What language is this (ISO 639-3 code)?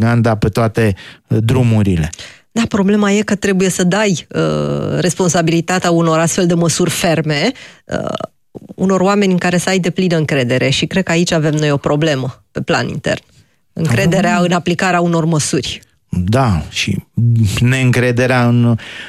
ron